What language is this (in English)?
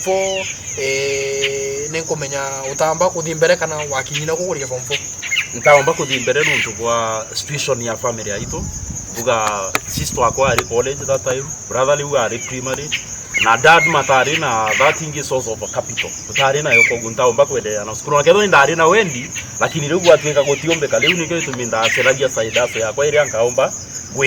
Meru